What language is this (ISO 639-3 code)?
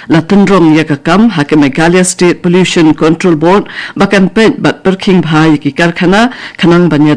kha